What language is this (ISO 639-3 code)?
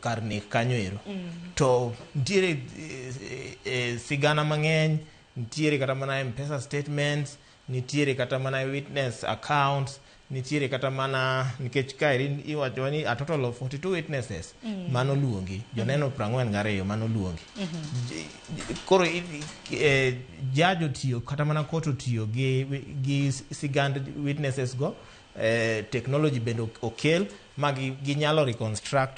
luo